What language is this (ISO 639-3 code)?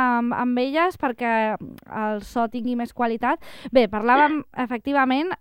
cat